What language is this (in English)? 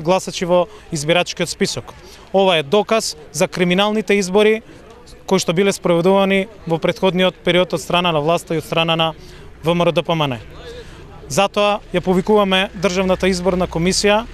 Macedonian